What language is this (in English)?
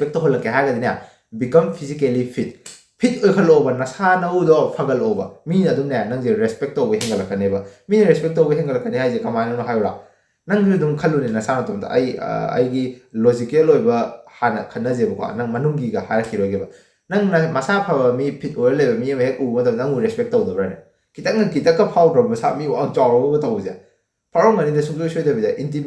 Manipuri